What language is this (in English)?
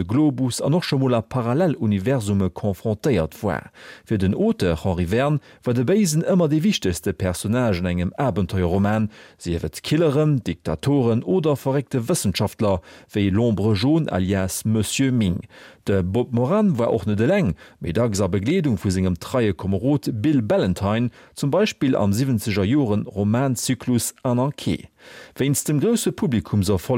Luxembourgish